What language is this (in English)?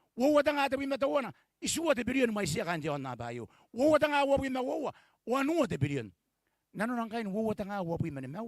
Gilbertese